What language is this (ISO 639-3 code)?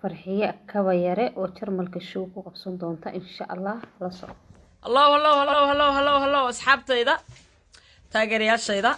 som